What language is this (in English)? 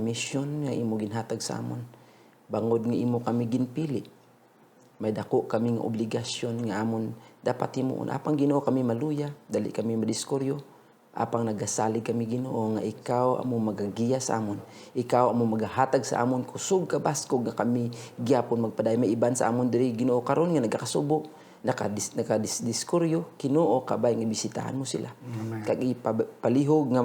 Hiligaynon